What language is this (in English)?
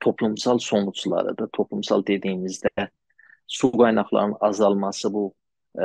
South Azerbaijani